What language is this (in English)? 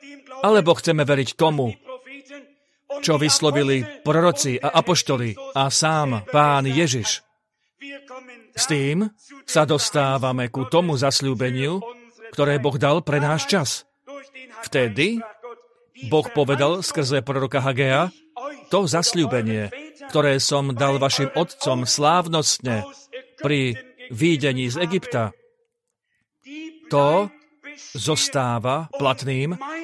Slovak